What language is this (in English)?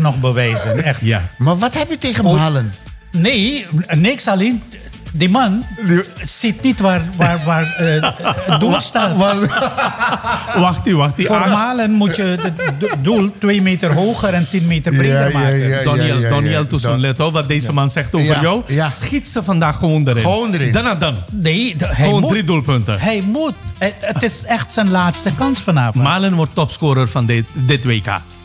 Dutch